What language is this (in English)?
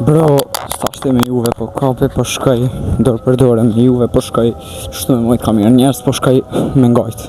Albanian